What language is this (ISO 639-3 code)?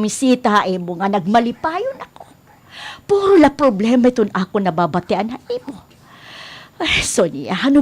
war